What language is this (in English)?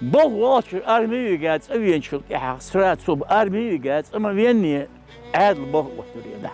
Ingush